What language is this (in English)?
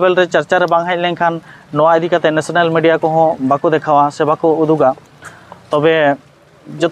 Santali